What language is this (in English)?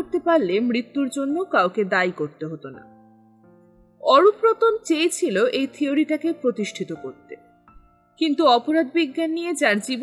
Bangla